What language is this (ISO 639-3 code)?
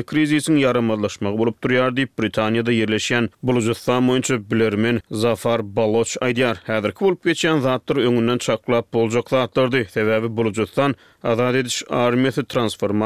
tuk